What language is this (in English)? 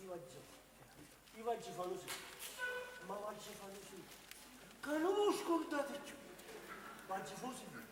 Neapolitan